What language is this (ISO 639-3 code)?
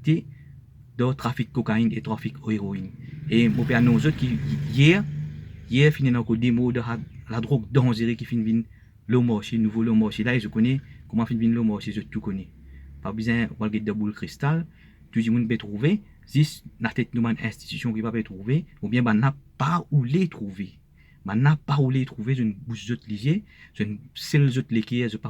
mfe